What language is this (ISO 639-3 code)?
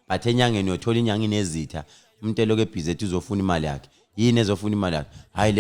zul